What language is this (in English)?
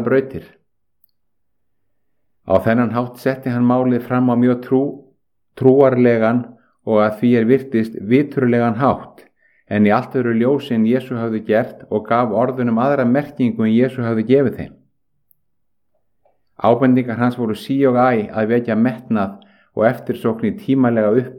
Icelandic